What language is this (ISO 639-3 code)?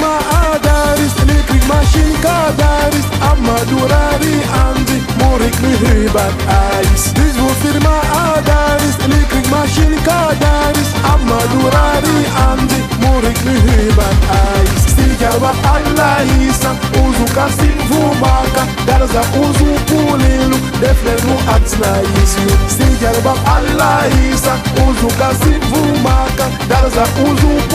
tab